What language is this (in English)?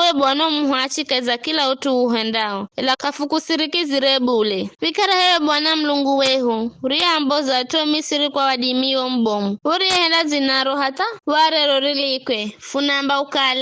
Giryama